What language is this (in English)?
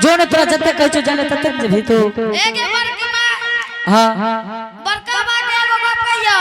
Angika